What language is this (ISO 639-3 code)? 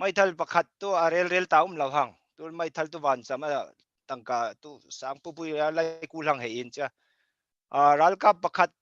cfm